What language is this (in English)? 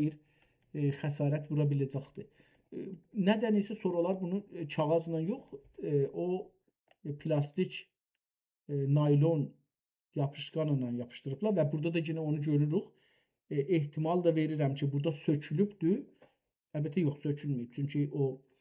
South Azerbaijani